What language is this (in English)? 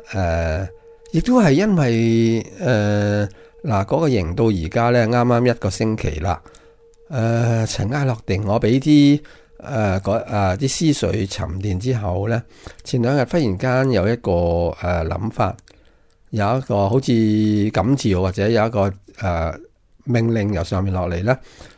Cantonese